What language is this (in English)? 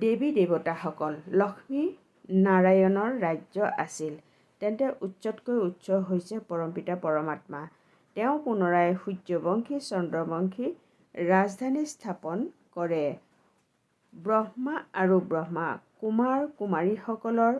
Assamese